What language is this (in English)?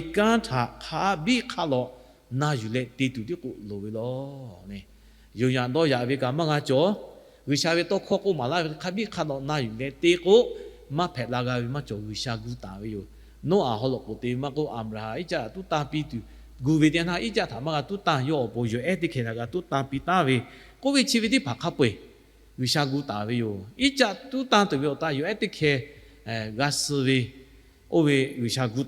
Lahu